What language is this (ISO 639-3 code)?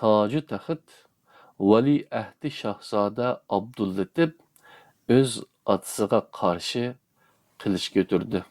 uig